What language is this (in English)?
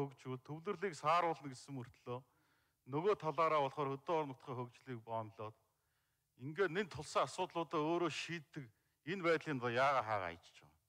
Mongolian